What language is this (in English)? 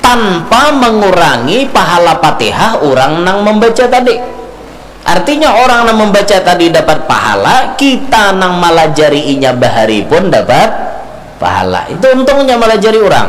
Banjar